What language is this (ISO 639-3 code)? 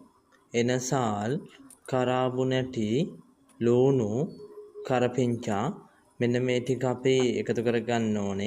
sin